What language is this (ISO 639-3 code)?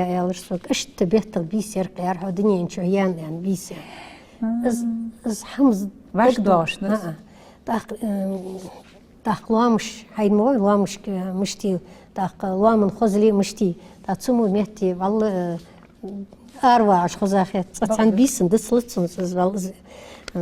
inh